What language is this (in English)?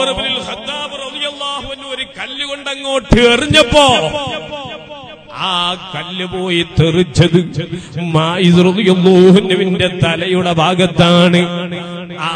Malayalam